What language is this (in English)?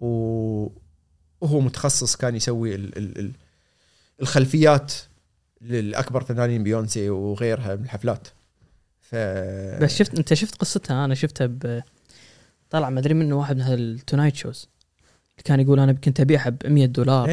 Gulf Arabic